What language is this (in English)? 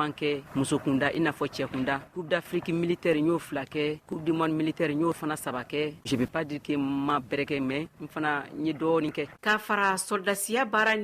Bambara